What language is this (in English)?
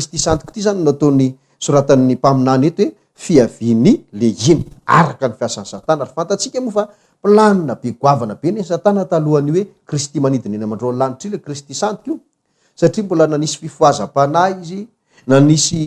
Malagasy